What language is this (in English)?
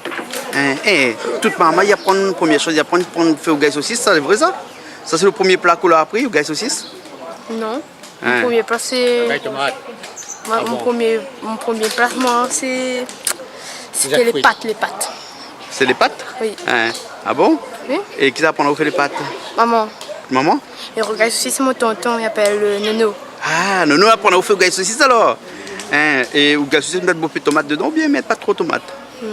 Réunion Creole French